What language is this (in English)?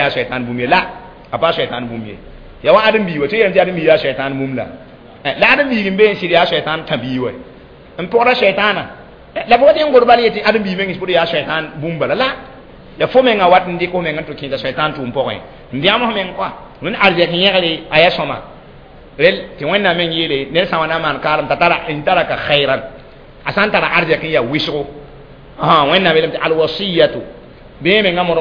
Mossi